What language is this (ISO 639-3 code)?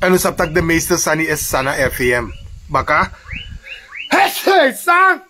srn